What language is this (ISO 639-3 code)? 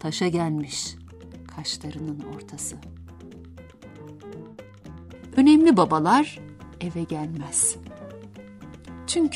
tur